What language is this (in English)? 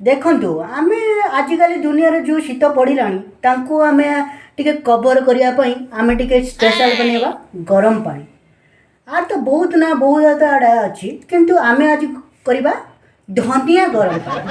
Odia